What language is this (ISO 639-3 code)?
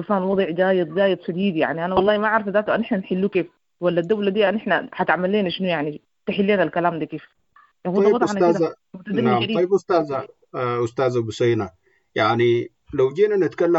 apd